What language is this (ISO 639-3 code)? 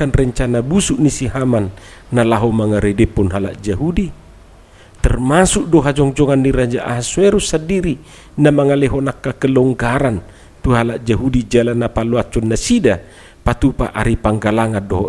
bbc